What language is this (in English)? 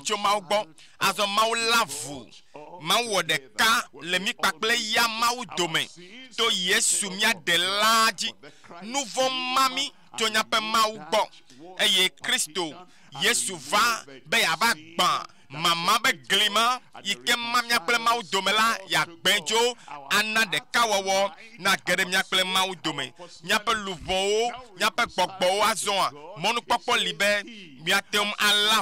Ewe